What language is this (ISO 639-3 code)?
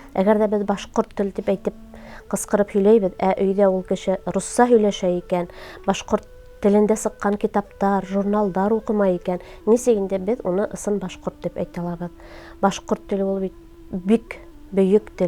bak